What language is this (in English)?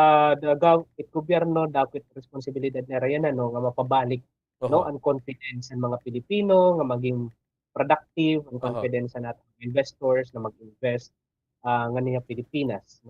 Waray